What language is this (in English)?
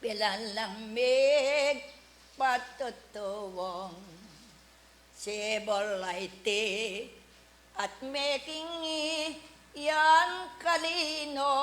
Pampanga